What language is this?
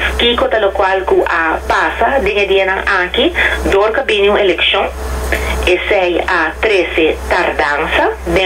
Papiamento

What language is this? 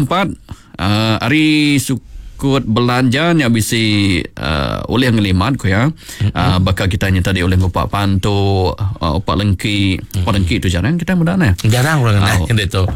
Iban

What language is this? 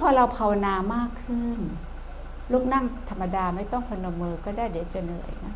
Thai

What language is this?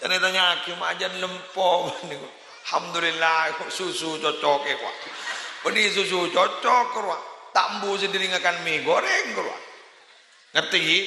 Madurese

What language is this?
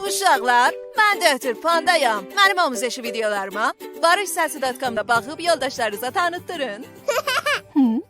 South Azerbaijani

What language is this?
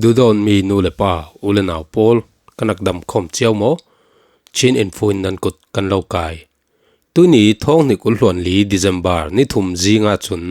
Falam Chin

